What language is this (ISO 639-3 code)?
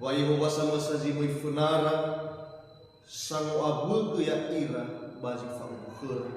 nia